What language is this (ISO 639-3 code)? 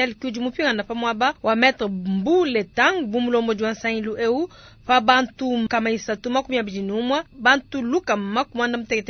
lua